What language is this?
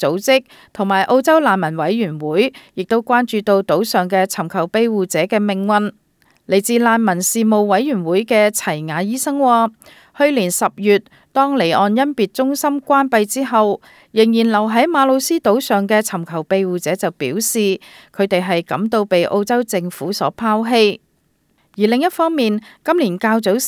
Cantonese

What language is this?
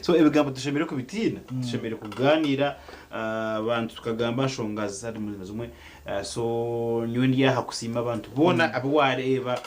Nyankole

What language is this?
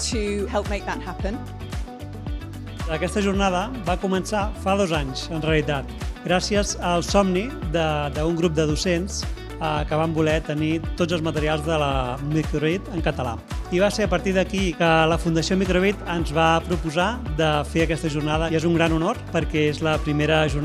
Catalan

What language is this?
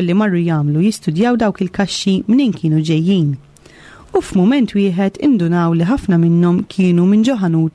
Maltese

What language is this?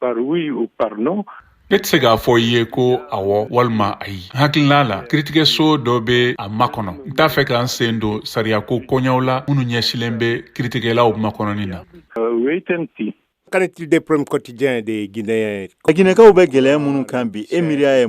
Bambara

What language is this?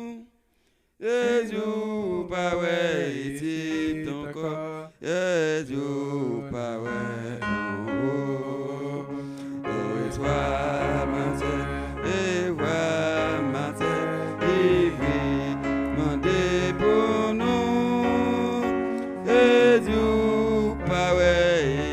Haitian Creole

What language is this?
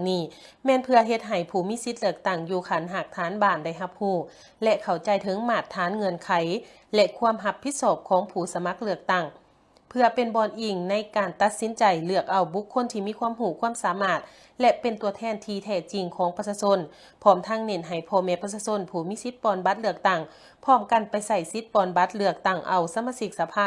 Lao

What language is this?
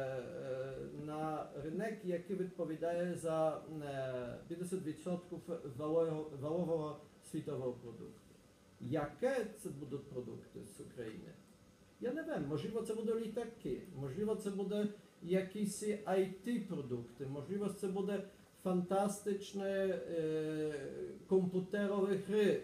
Ukrainian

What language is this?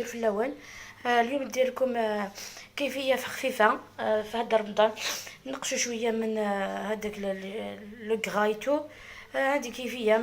Algerian Arabic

